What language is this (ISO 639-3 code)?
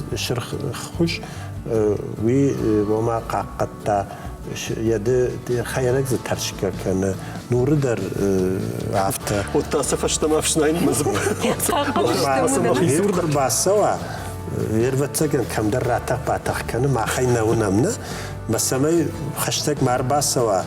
oss